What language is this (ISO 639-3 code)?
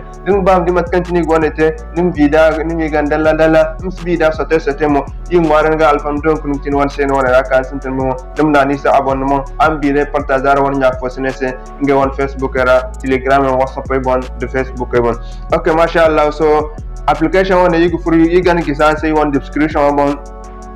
dje